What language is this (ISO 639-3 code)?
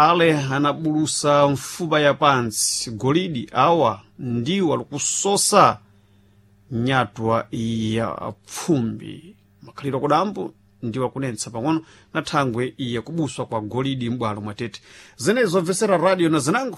seh